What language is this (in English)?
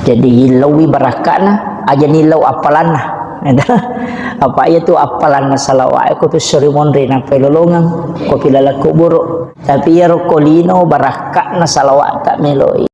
Buginese